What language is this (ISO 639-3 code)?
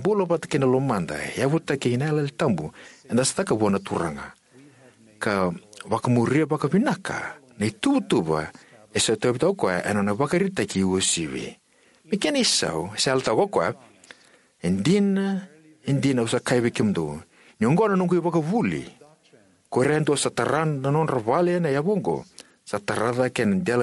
fij